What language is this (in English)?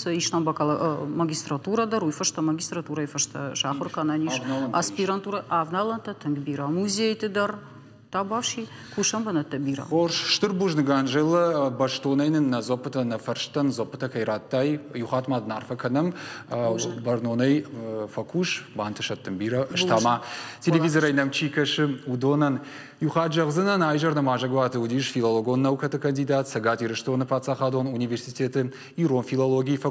Ossetic